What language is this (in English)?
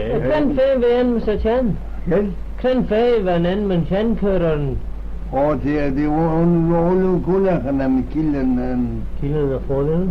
Manx